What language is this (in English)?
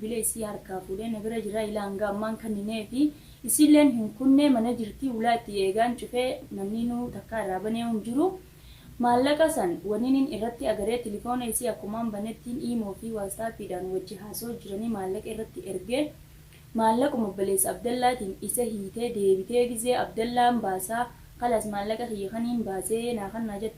Oromo